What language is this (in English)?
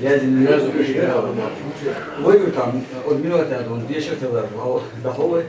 Chechen